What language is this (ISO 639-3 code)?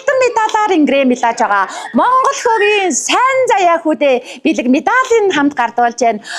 mon